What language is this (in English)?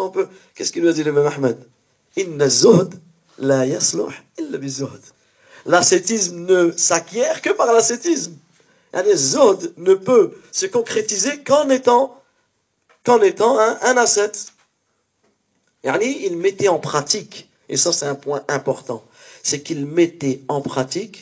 French